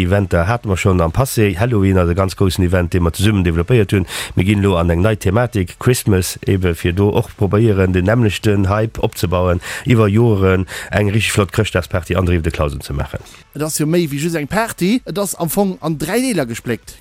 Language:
Luxembourgish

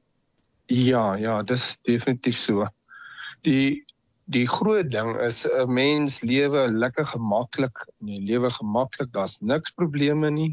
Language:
Afrikaans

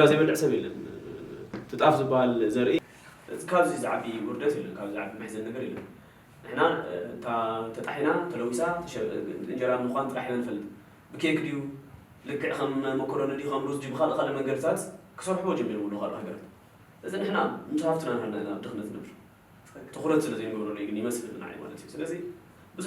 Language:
Tigrinya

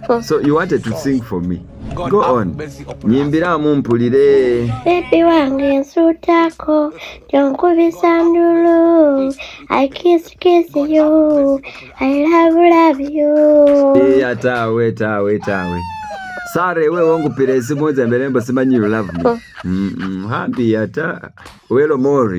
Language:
Masaaba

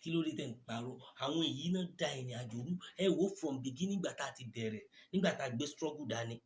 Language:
Yoruba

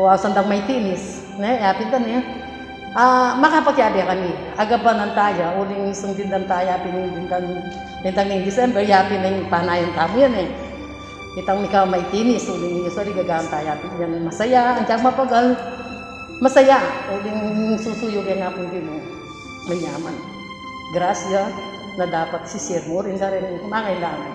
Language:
Pampanga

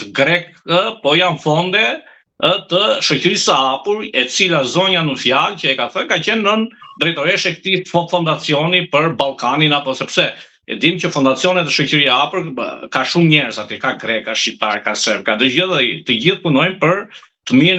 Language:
Albanian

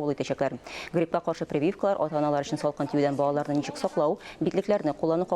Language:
Tatar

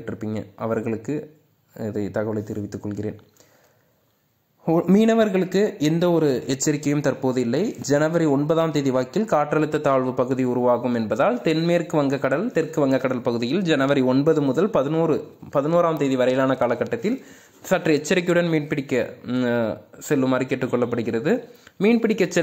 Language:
Tamil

